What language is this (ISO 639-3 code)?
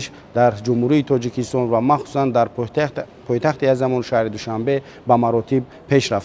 tgk